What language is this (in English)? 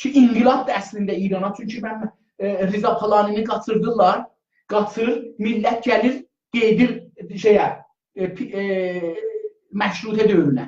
South Azerbaijani